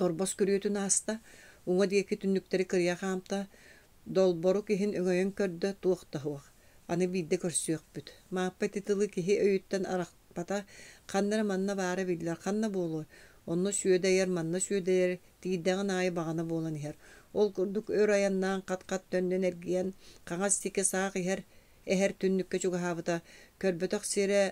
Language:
Yakut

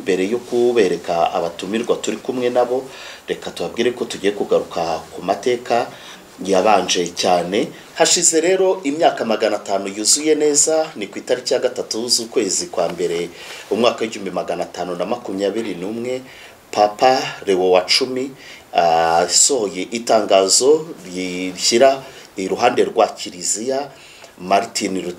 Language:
Kinyarwanda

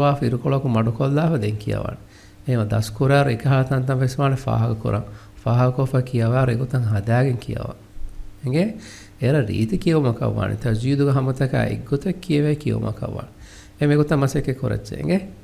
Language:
Divehi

